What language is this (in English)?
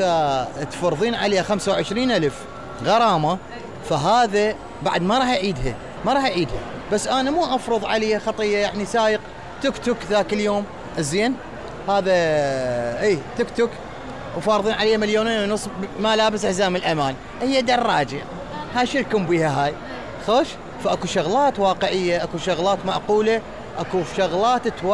Mesopotamian Arabic